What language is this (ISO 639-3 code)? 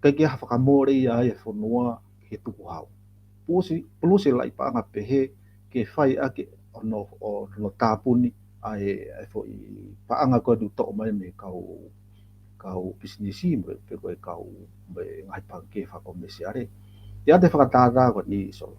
ton